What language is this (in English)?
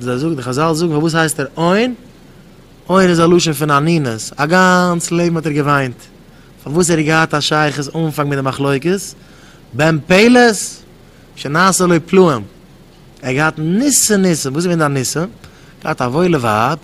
Yiddish